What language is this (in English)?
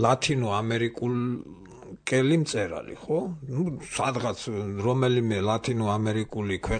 Georgian